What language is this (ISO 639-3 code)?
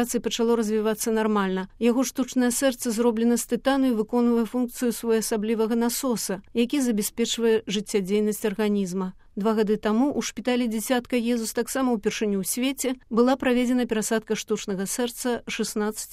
bel